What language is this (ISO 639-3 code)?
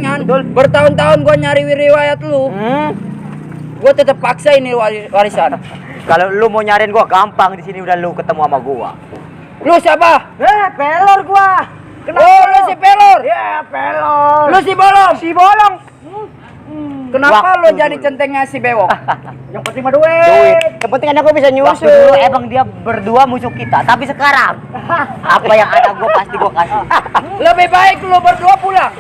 bew